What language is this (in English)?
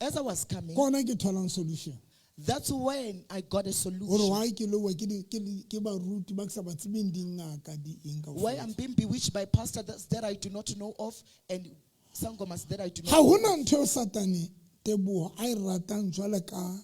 Southern Sotho